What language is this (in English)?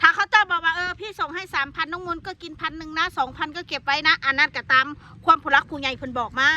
Northeastern Thai